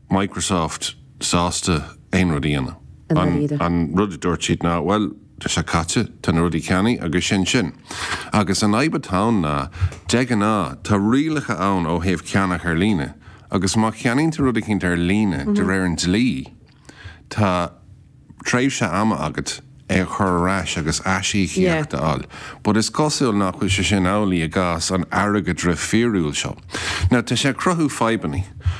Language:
Irish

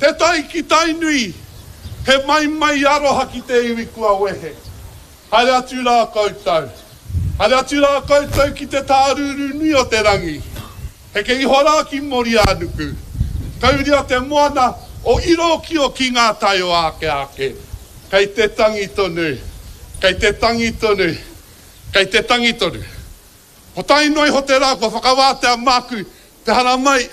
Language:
Māori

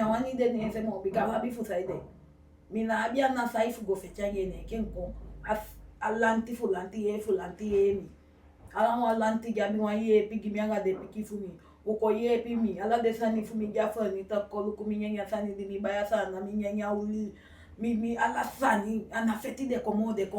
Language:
Eastern Maroon Creole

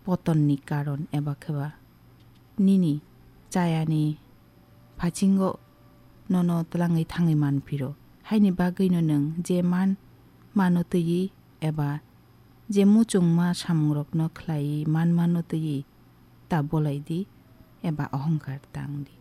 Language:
Kok Borok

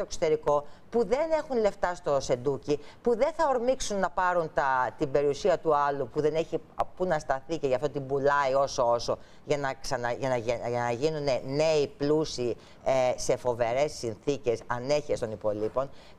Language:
Greek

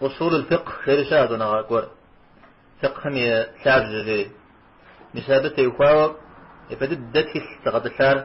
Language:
Kabardian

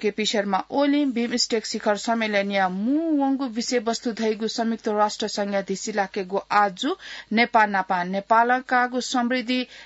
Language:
Newari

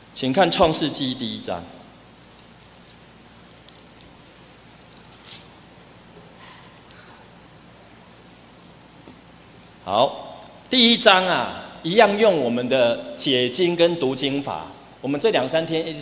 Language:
Chinese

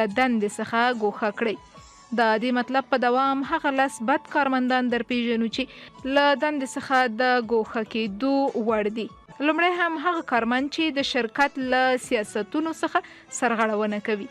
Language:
Pashto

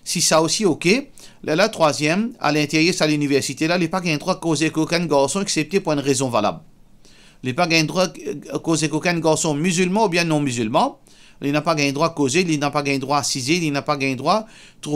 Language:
Morisyen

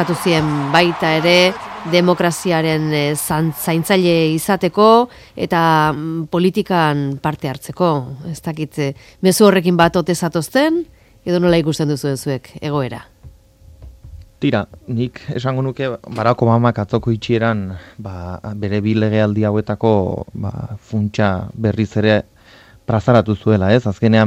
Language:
Basque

